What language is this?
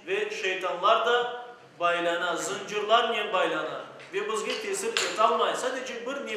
Crimean Tatar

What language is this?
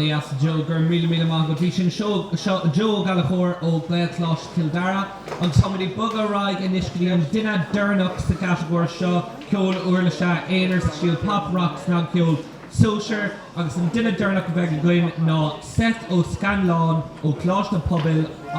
Irish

